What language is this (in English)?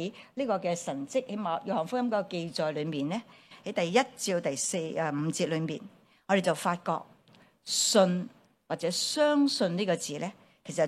Cantonese